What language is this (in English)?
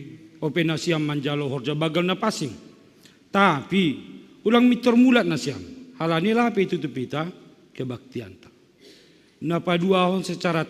Batak Simalungun